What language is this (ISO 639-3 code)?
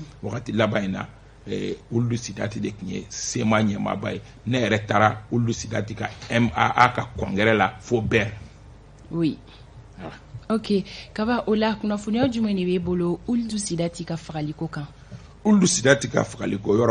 bam